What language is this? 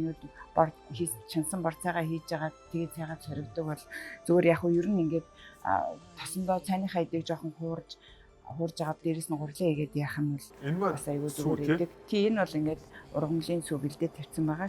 Mongolian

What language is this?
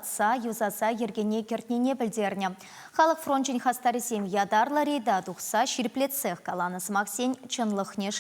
Chuvash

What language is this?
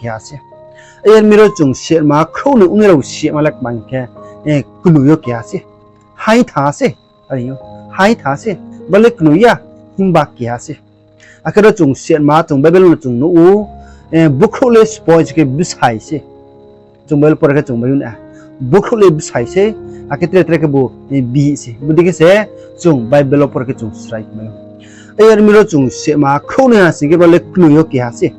Riang (India)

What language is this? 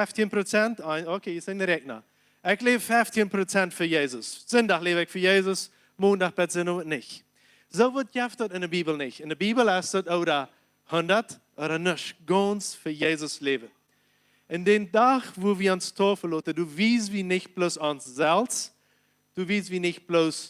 Plautdietsch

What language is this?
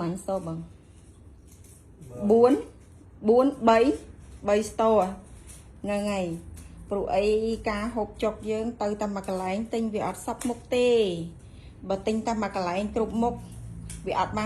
Khmer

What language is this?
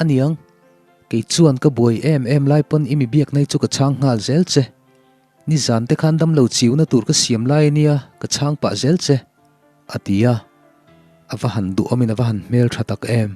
Mizo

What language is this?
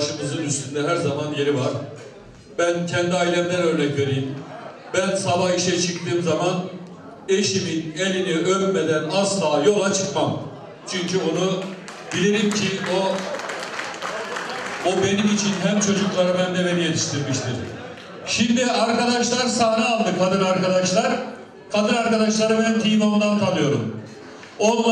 Turkish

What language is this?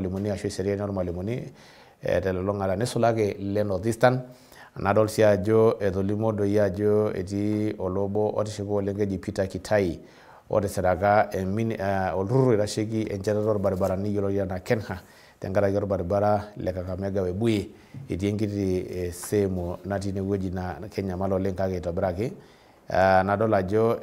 Masai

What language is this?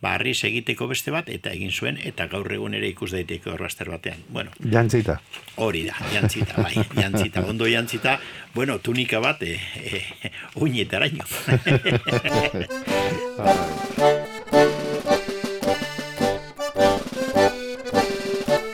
Basque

